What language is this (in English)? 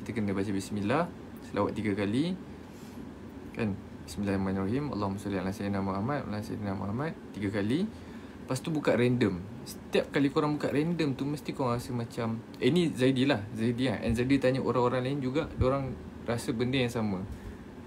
Malay